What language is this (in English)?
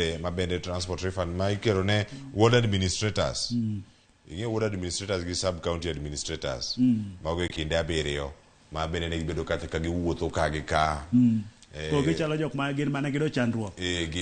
Luo (Kenya and Tanzania)